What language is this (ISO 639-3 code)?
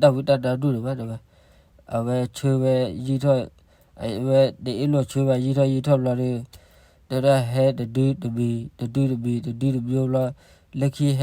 ksw